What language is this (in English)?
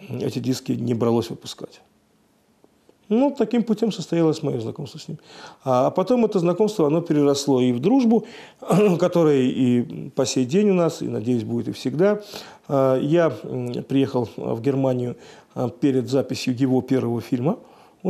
Russian